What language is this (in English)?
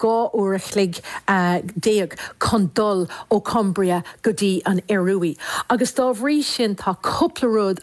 Irish